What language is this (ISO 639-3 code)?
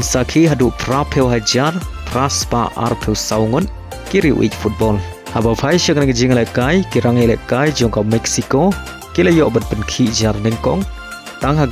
kha